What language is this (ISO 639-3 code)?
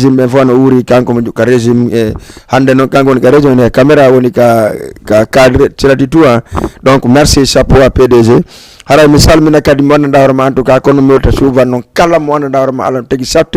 ful